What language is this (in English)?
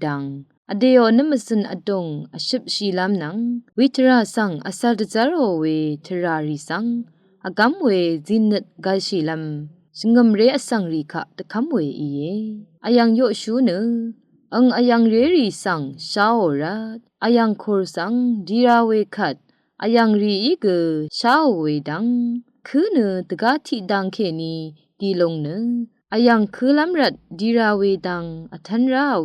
Rawang